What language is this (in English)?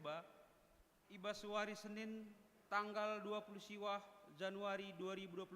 Batak Karo